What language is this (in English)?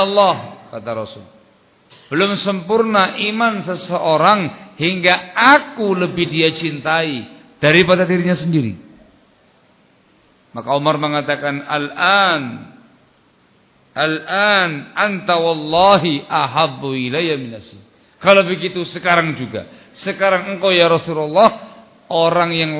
Indonesian